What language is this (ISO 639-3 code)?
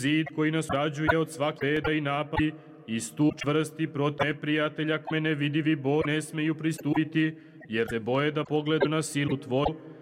srp